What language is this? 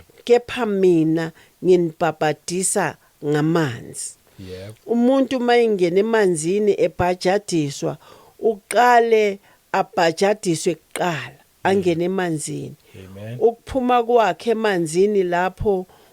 Zulu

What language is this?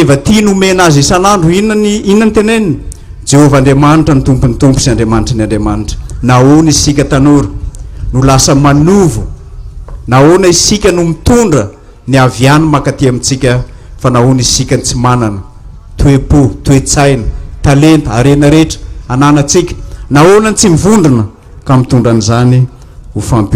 Malagasy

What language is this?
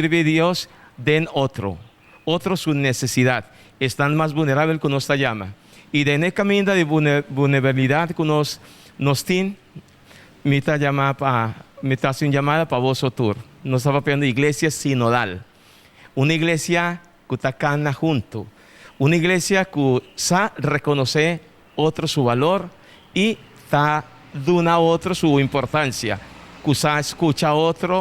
Papiamento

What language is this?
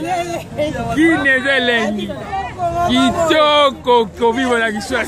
Lingala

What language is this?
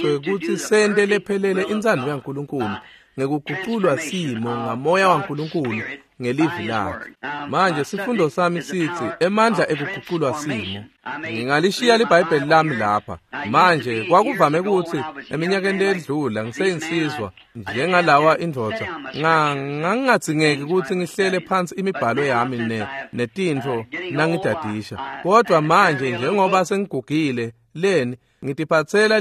Swati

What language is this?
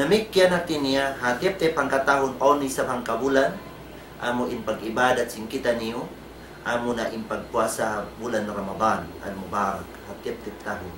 Tausug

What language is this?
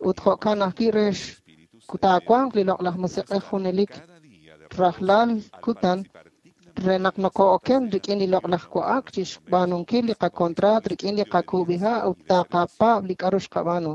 Kekchí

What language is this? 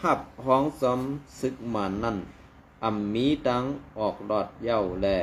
Shan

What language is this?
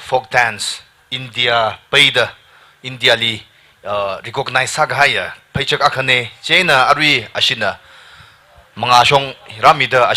Tangkhul Naga (India)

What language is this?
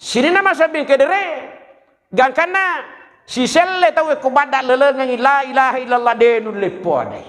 Buginese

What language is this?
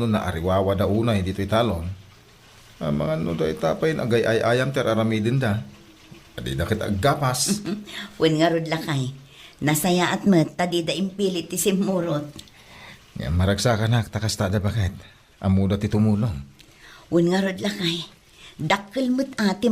Iloko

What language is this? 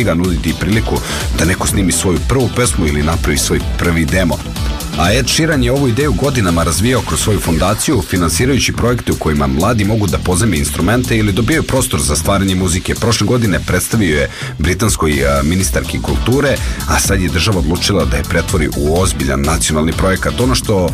Serbian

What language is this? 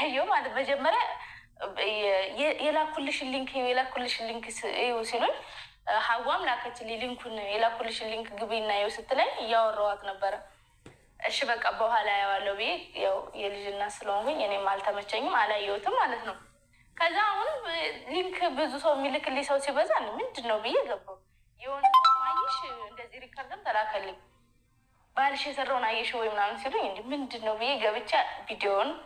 Amharic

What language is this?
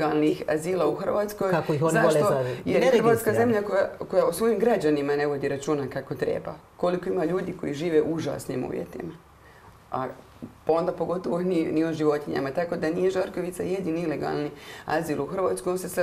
Croatian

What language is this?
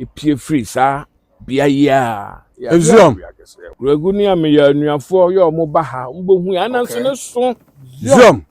Akan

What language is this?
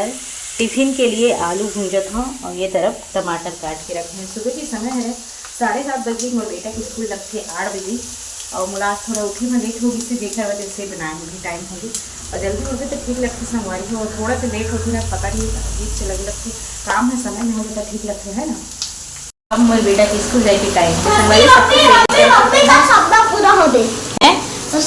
Chhattisgarhi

